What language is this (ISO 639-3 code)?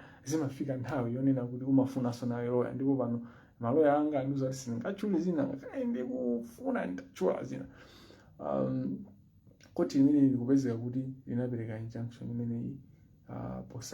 nya